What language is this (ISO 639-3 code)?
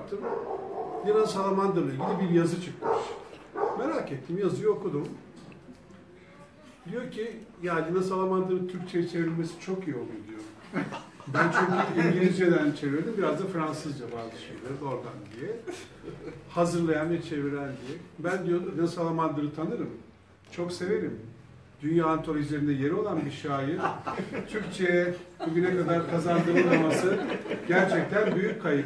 tur